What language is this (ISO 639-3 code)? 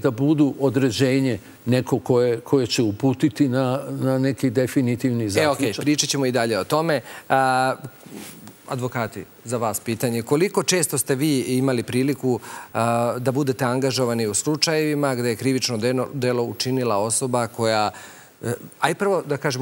srp